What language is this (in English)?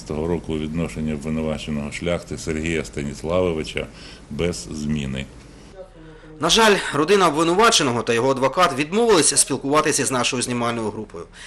Ukrainian